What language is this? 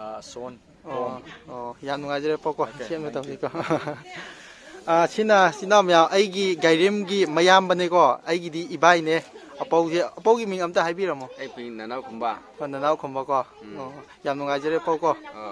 Manipuri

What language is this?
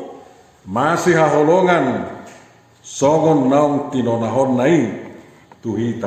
Batak Toba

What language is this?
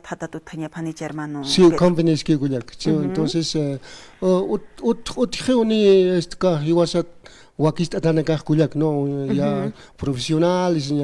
Aymara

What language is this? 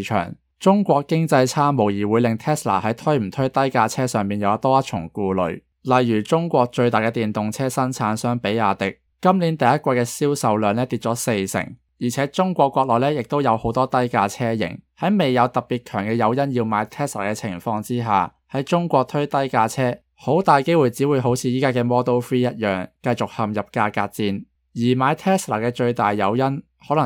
Cantonese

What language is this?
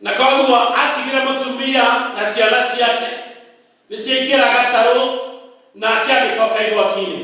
Kikuyu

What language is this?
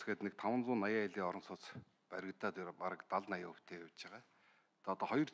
Mongolian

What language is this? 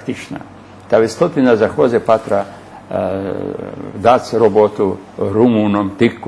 Rusyn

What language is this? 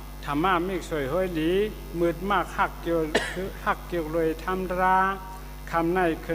Shan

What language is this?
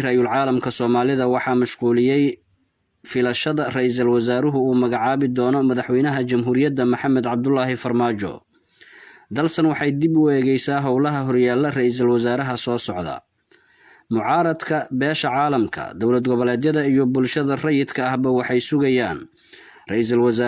Somali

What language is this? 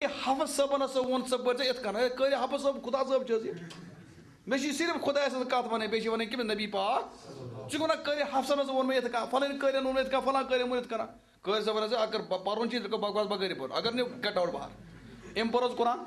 Kashmiri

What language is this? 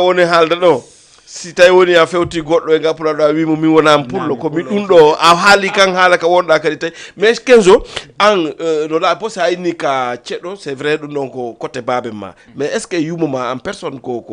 Fula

